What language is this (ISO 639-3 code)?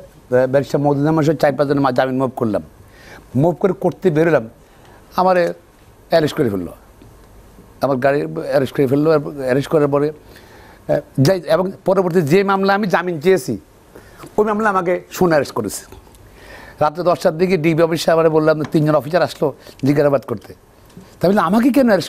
ben